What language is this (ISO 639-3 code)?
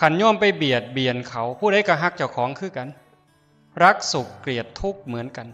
tts